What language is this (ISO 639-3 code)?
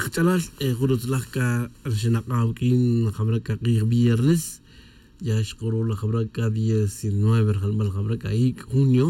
tzj